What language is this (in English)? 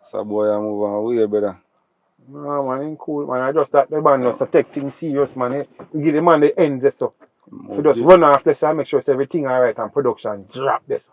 Jamaican Creole English